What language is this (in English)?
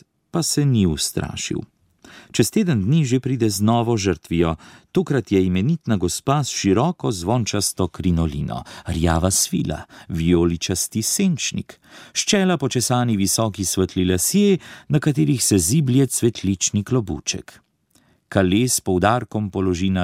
Slovenian